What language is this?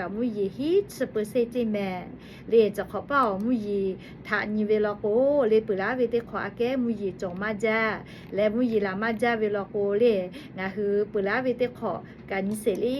Lahu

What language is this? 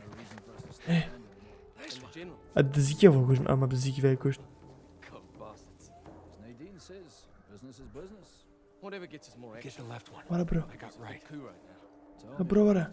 Kurdish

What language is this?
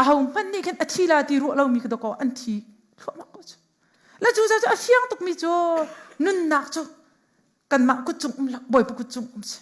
Hakha Chin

